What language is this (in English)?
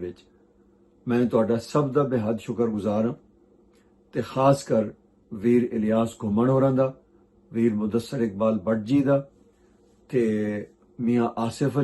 Western Panjabi